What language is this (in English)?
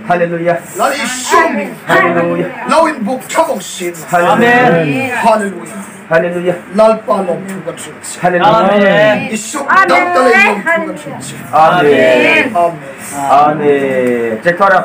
Hmar